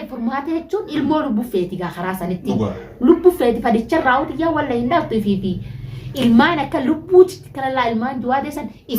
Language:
Oromo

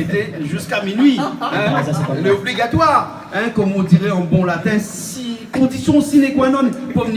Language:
Réunion Creole French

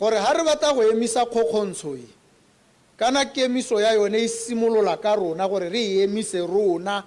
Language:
Tswana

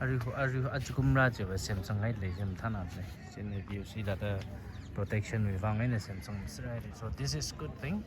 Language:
Tangkhul Naga (India)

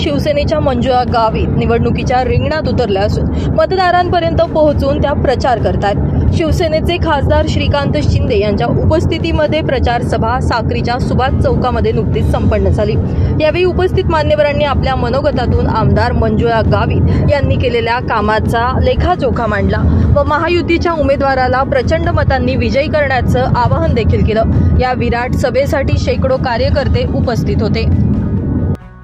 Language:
Marathi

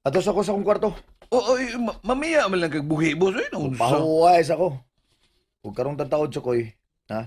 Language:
Cebuano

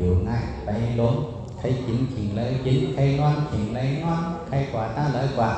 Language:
Shan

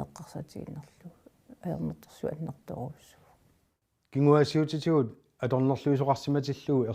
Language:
Kalaallisut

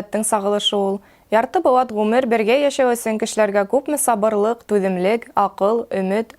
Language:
Bashkir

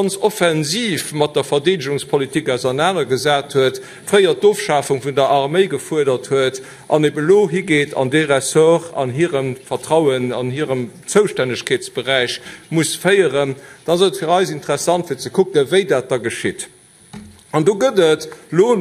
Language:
Luxembourgish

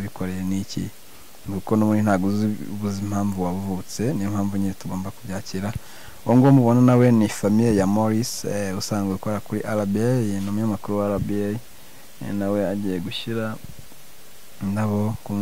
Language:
Kinyarwanda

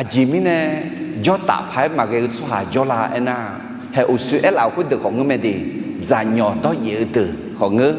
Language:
Akha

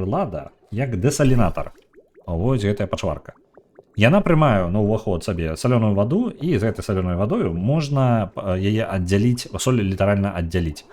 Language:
Belarusian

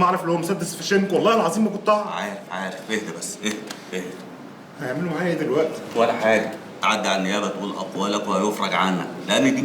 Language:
Egyptian Arabic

